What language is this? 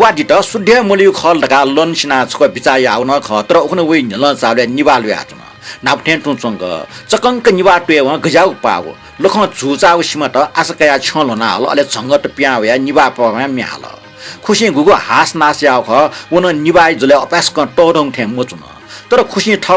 Newari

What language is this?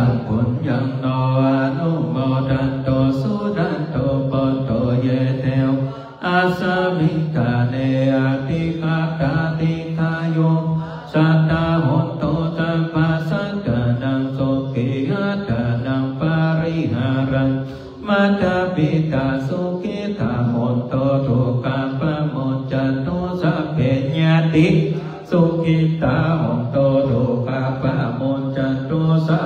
Pali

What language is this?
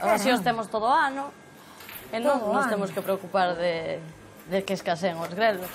Galician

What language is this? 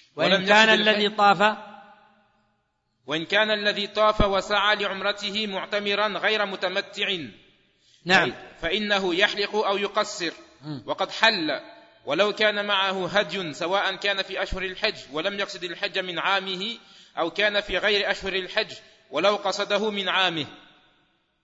Arabic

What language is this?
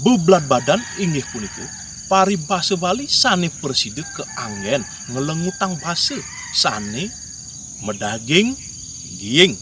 Balinese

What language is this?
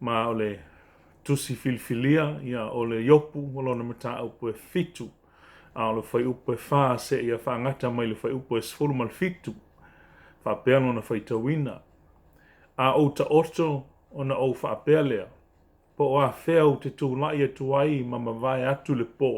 Samoan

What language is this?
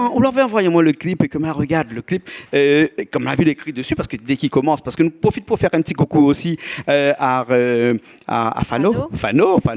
Réunion Creole French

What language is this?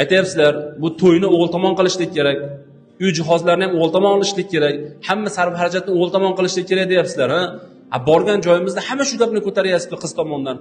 Uzbek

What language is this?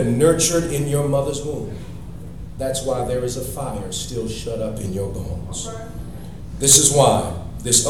English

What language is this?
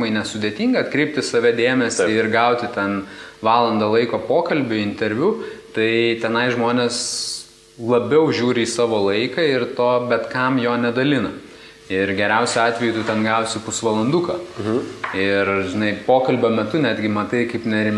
Lithuanian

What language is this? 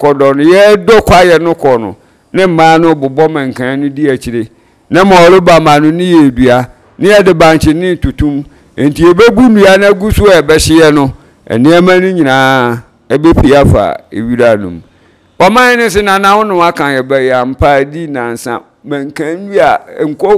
Akan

